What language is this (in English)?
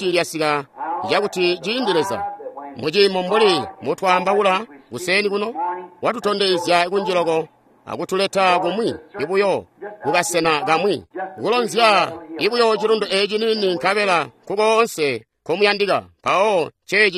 Tonga (Zambia)